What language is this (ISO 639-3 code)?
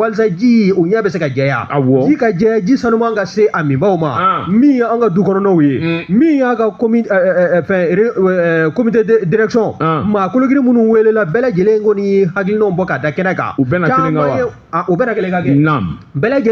bam